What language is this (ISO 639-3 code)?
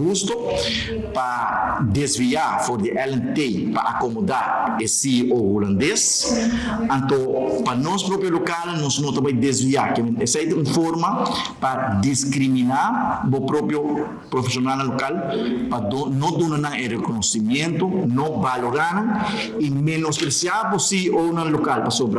pap